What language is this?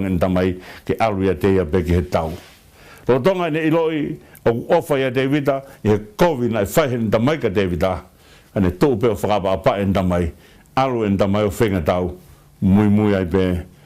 Tongan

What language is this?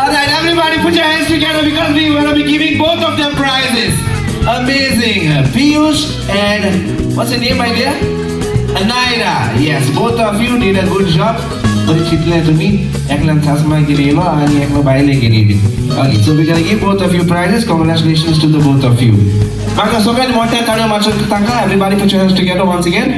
Konkani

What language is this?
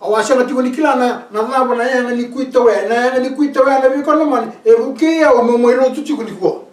Fijian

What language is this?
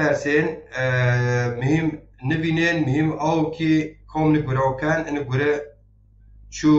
Zaza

